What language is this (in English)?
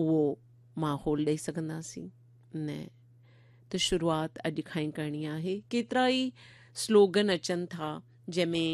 Sindhi